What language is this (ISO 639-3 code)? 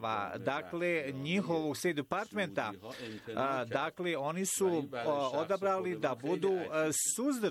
bos